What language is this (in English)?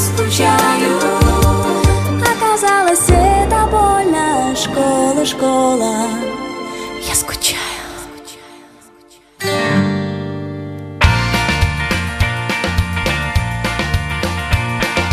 Russian